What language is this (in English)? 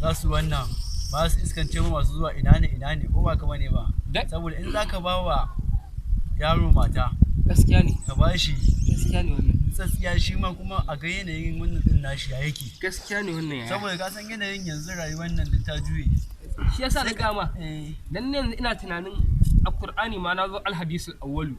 Hausa